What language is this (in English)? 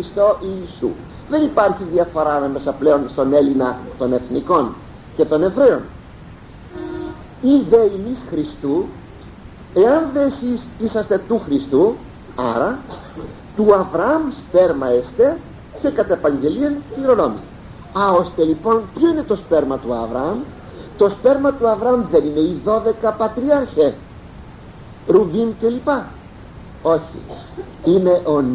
Greek